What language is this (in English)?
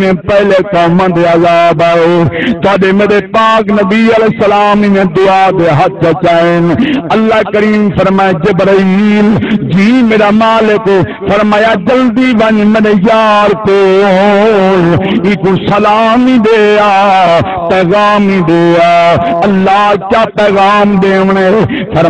Saraiki